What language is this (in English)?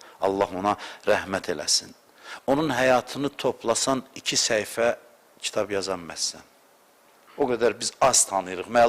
Azerbaijani